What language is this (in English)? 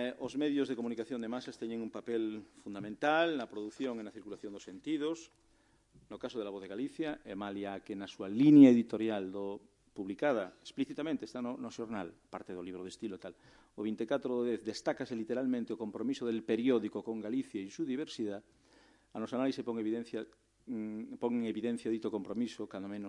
Galician